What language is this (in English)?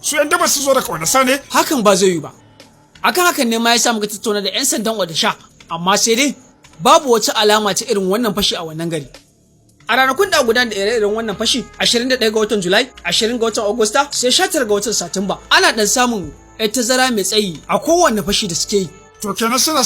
Hausa